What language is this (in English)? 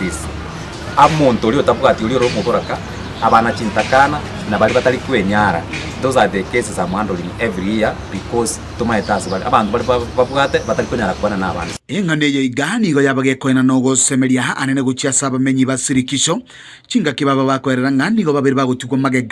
Gusii